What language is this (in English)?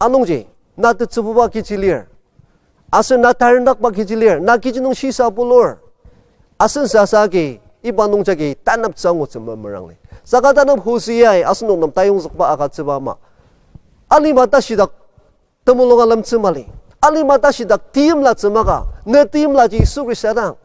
Ao Naga